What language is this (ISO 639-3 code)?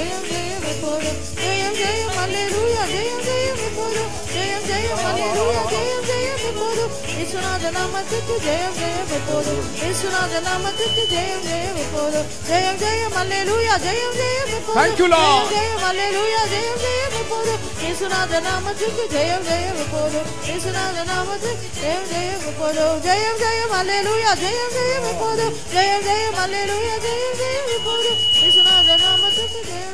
tam